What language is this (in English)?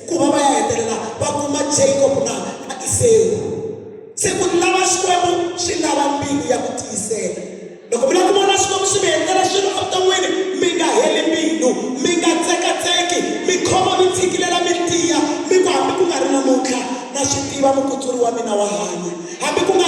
Tsonga